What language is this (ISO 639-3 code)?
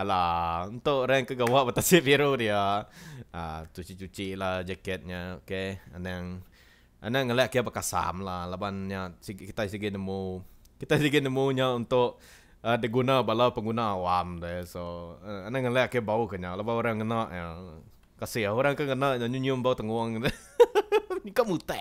iba